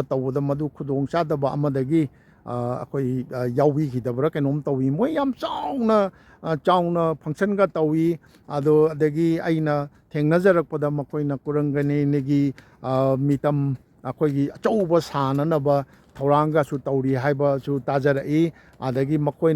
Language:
Manipuri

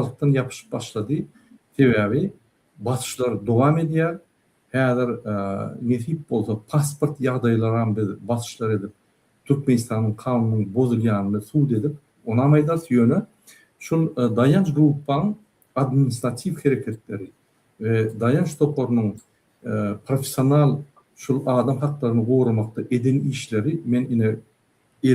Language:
Turkmen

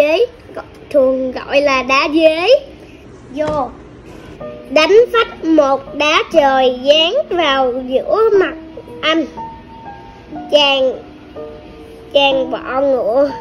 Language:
Vietnamese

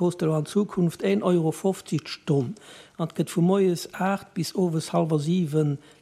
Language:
Luxembourgish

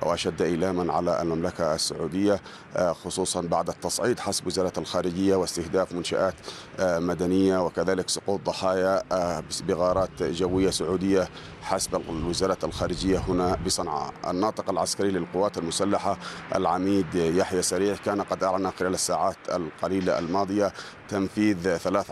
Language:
Arabic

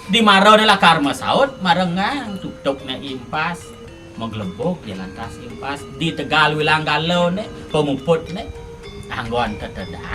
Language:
Balinese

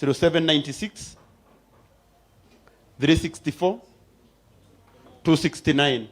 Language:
Kikuyu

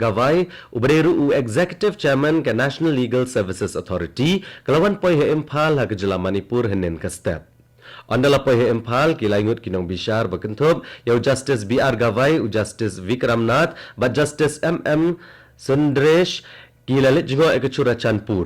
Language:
Khasi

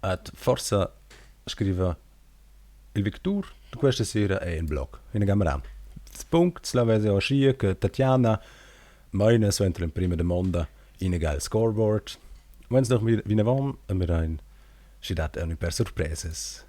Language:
Romansh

